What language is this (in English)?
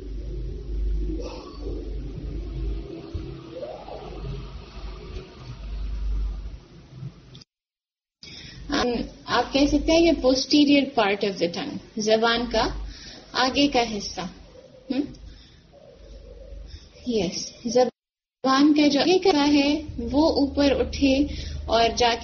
Urdu